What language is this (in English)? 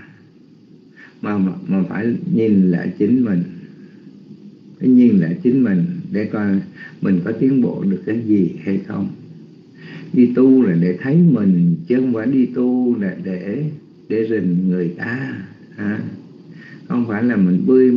Vietnamese